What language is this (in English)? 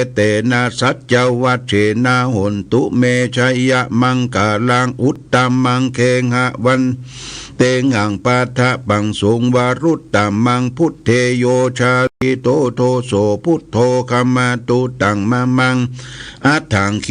Pali